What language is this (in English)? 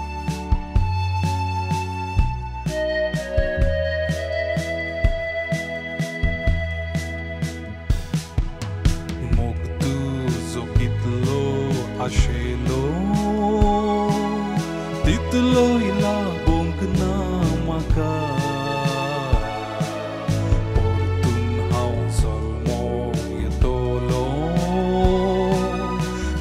Konkani